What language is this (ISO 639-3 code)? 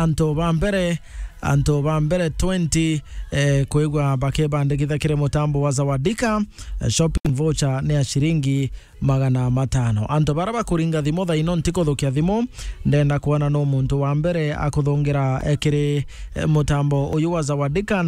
mer